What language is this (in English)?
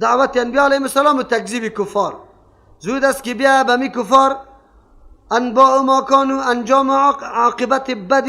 Persian